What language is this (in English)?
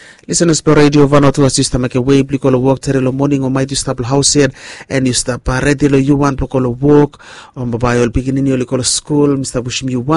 Bislama